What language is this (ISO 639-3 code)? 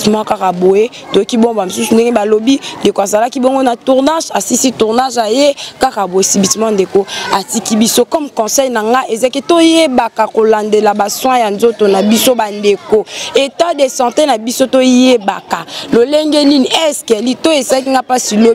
lin